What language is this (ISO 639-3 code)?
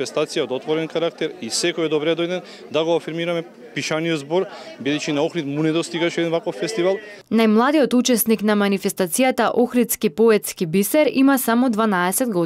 mkd